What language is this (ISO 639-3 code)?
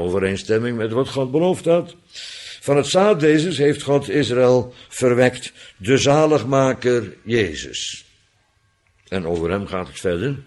nld